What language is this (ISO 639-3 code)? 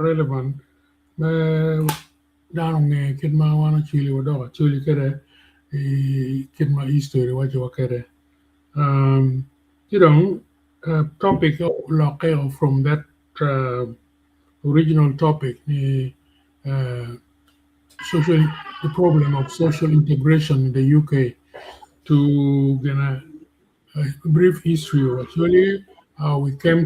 ach